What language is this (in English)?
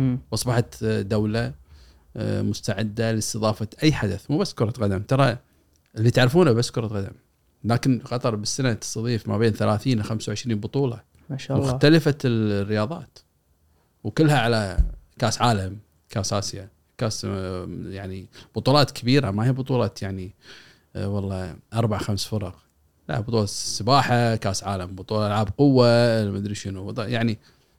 Gulf Arabic